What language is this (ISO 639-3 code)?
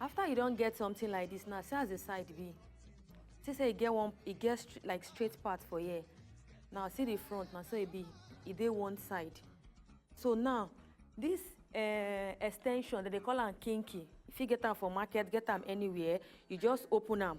pcm